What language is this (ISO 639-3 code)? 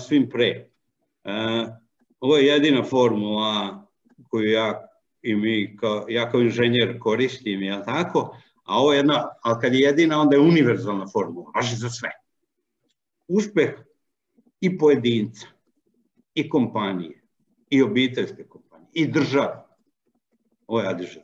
srp